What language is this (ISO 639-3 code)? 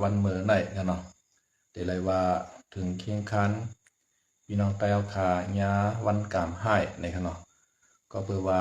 shn